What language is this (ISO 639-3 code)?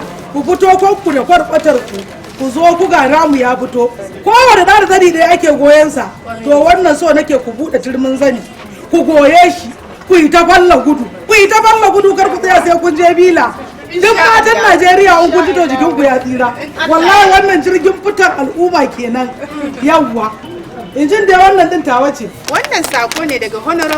hau